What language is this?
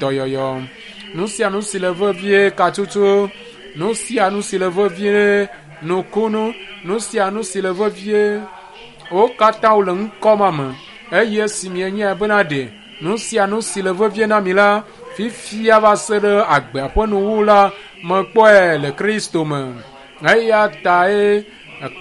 Ewe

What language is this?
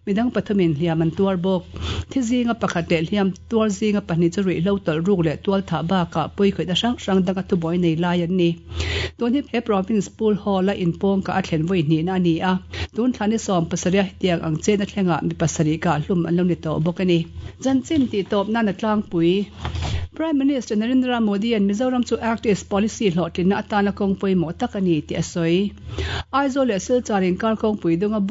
Mizo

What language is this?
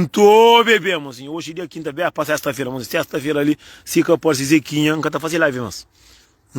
Kabuverdianu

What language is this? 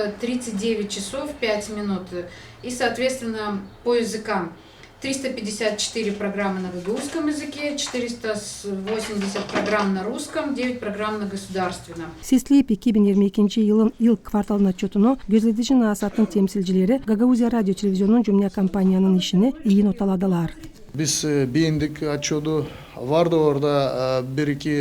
Gagauz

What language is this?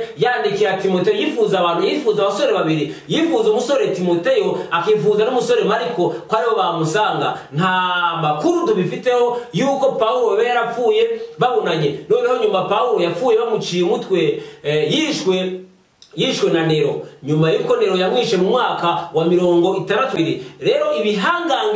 Kinyarwanda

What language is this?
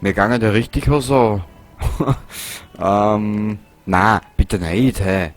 Bavarian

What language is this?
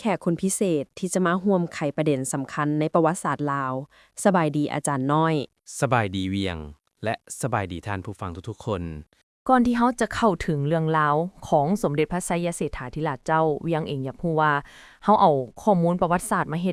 Lao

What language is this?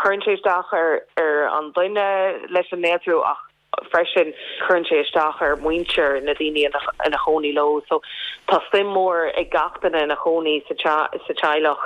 Irish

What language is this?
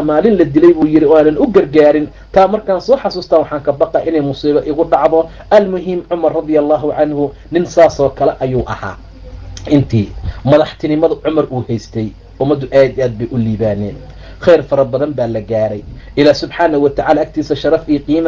Somali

